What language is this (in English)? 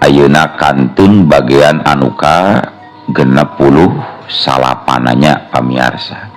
Sundanese